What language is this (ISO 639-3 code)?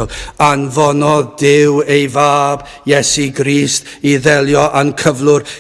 cym